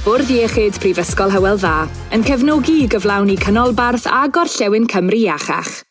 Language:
Welsh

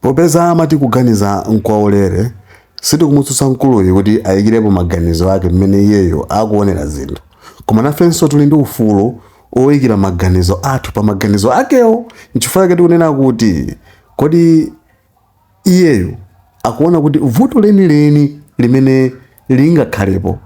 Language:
Nyanja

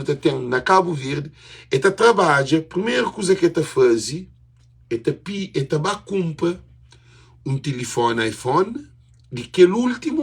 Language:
Kabuverdianu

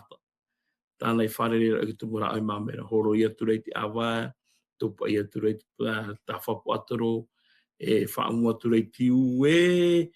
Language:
Tahitian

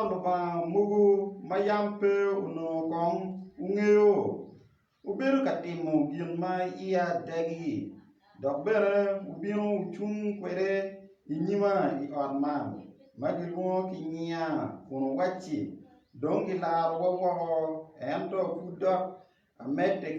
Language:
Acoli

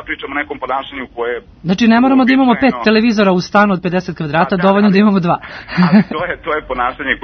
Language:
Serbian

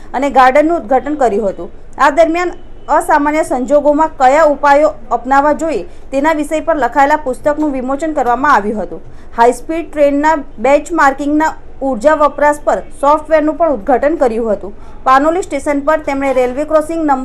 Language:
Gujarati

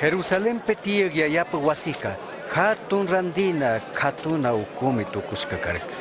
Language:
Chimborazo Highland Quichua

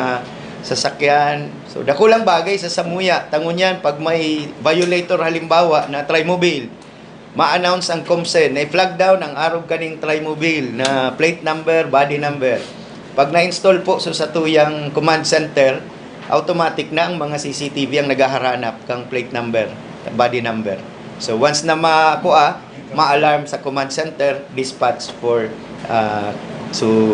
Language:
Bikol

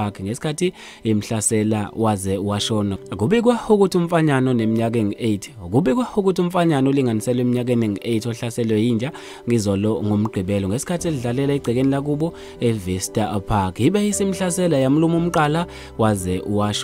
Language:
Zulu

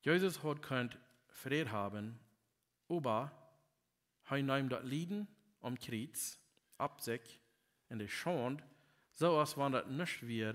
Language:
Plautdietsch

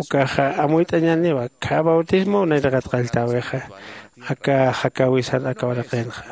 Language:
Aymara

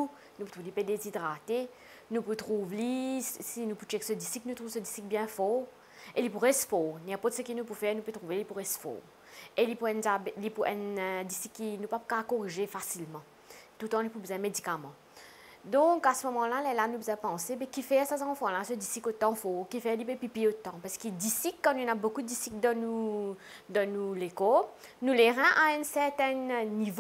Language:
Morisyen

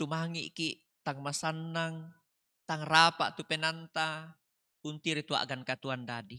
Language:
Toraja-Sa'dan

